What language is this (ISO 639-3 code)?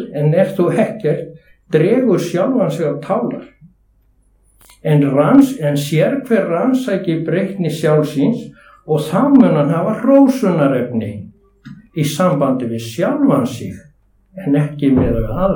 isl